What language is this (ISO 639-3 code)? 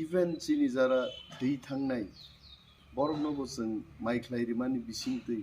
trp